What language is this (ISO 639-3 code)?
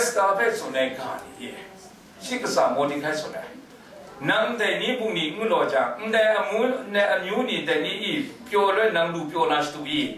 kac